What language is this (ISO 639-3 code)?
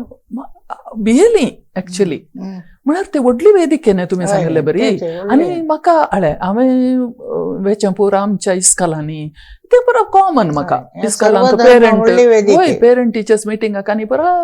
kok